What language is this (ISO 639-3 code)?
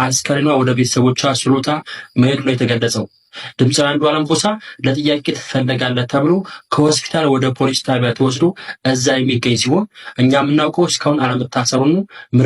amh